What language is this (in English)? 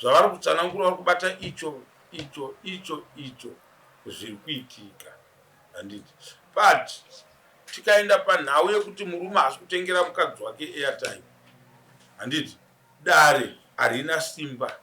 Shona